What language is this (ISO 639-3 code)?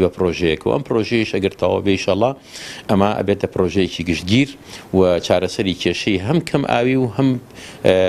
ckb